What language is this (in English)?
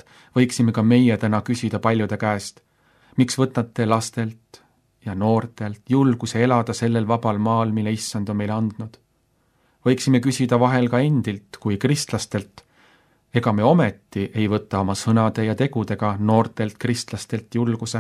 Estonian